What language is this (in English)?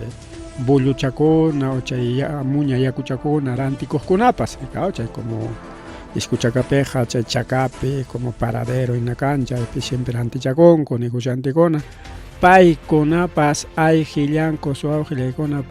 Ayacucho Quechua